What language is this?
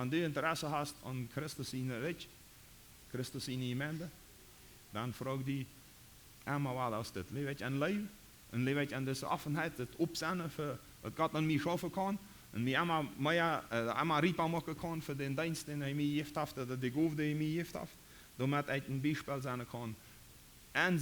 Plautdietsch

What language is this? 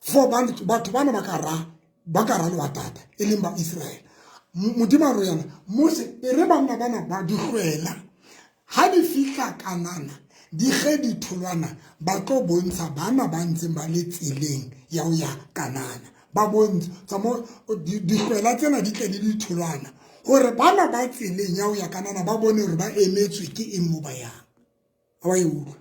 Southern Sotho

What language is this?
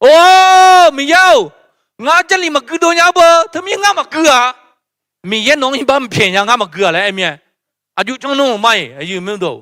Akha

